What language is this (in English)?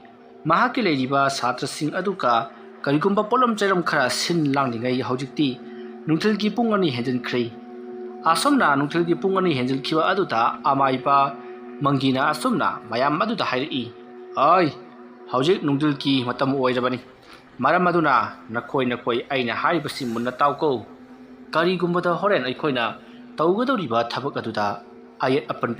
Manipuri